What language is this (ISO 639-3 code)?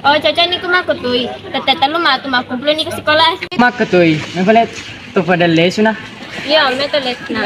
bug